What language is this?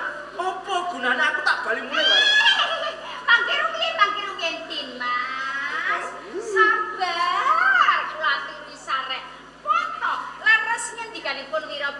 Javanese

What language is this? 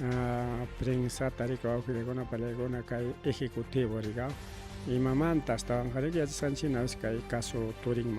Ayacucho Quechua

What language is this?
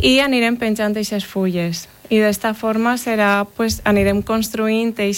Catalan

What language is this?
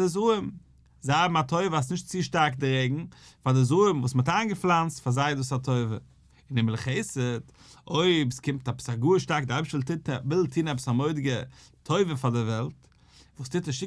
Yiddish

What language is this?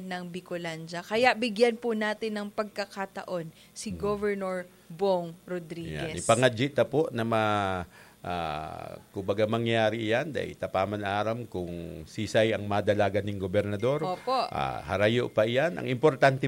Bikol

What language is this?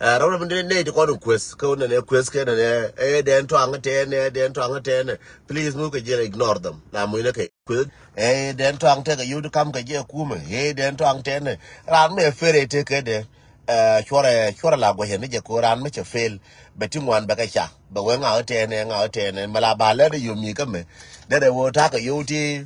Nuer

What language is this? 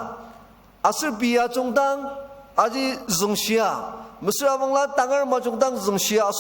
Ao Naga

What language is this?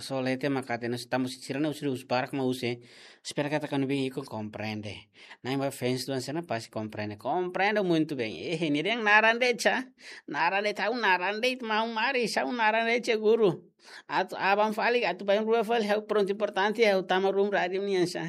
Tetum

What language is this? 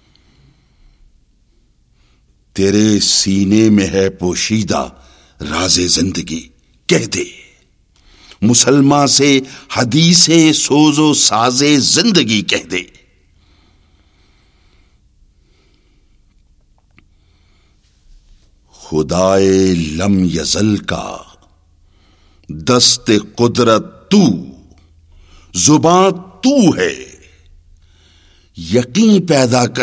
Urdu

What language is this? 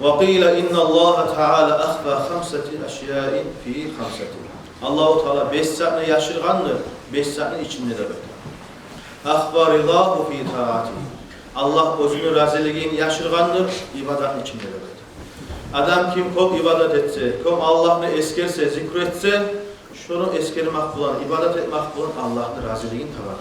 Kumyk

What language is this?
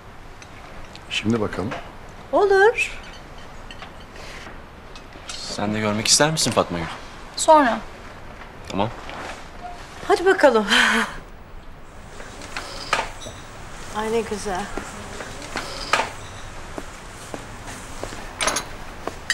Turkish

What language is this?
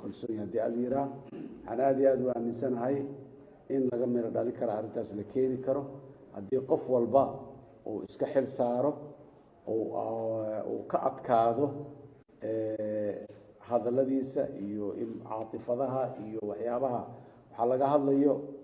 Somali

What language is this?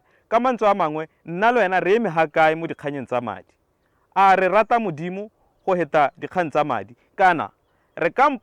Tswana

